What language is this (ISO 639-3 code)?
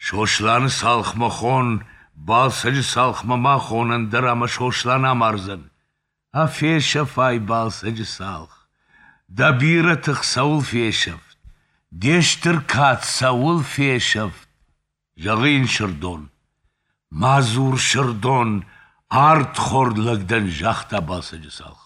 oss